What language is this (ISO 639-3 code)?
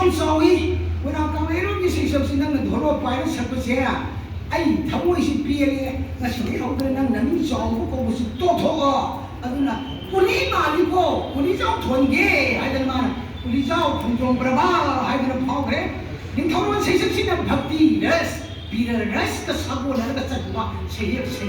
mni